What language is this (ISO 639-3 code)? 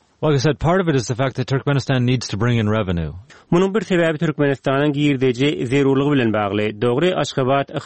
tuk